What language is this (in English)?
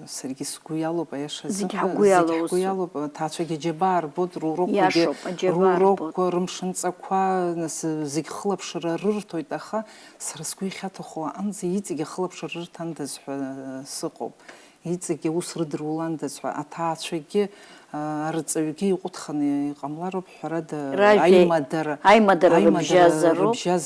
Abkhazian